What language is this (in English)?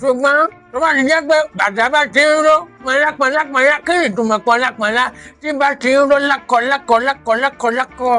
Yoruba